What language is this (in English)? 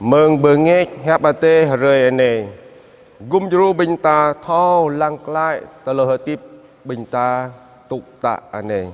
Jarai